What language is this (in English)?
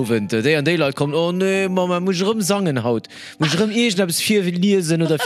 Luxembourgish